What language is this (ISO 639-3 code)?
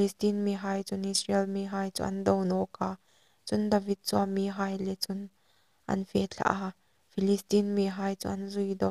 hmr